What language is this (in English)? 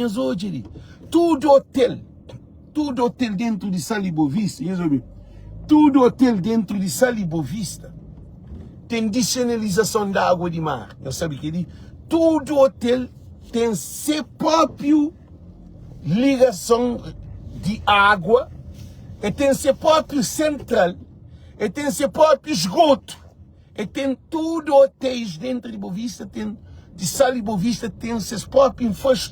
Kabuverdianu